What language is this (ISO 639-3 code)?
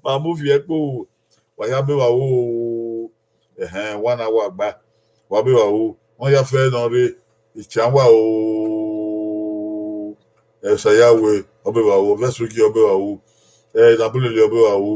bin